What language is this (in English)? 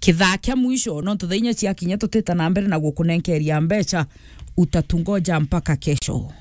Meru